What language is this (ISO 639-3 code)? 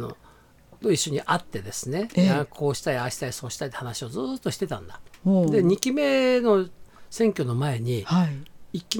jpn